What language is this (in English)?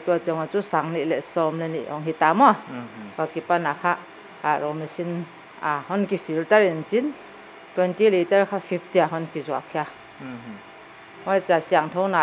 Paite Chin